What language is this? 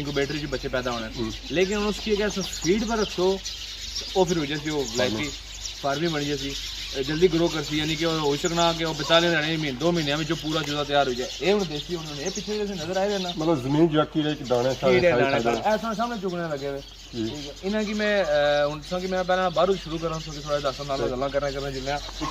Pahari-Potwari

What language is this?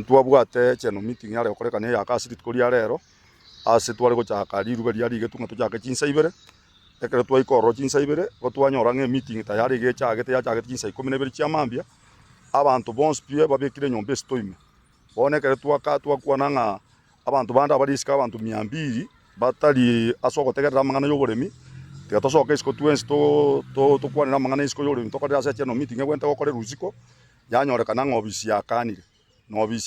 Gusii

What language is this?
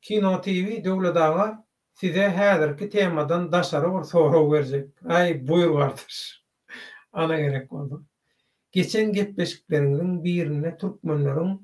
Turkmen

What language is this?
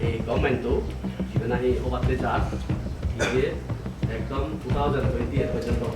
Chakma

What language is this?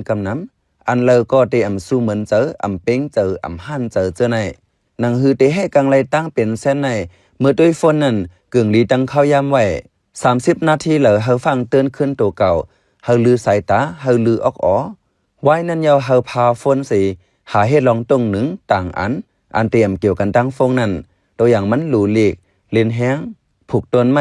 Shan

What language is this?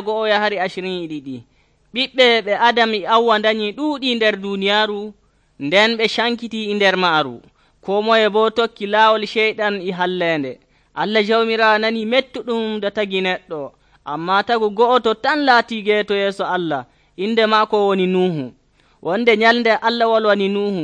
Nigerian Fulfulde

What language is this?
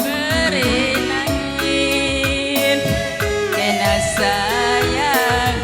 Batak Karo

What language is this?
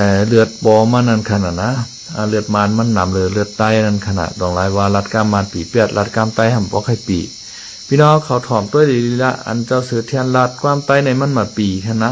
Shan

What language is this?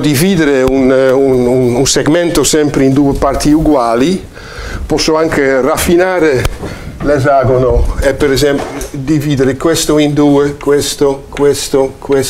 Italian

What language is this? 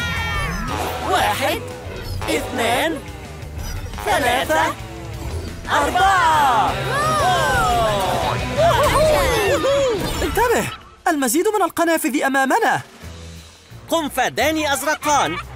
Arabic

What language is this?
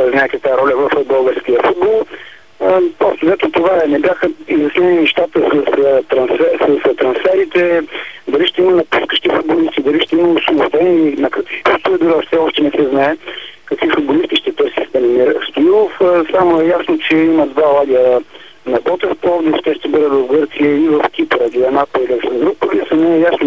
Bulgarian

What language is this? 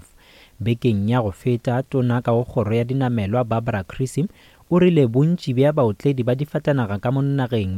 Northern Sotho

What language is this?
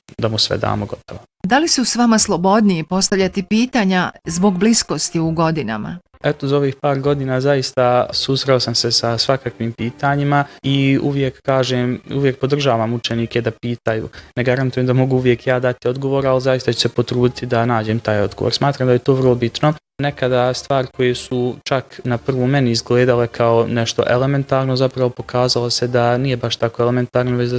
Bosnian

